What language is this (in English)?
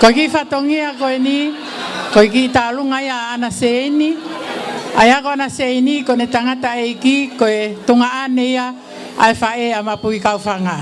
Tongan